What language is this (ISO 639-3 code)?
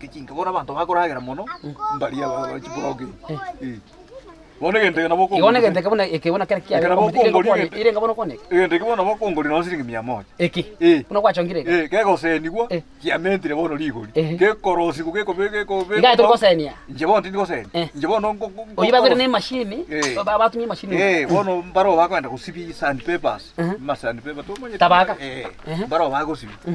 guz